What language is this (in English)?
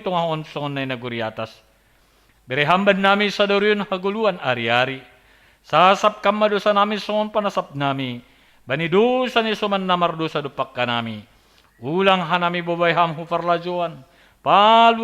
Batak Simalungun